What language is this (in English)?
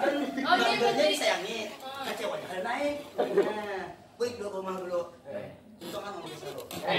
Banjar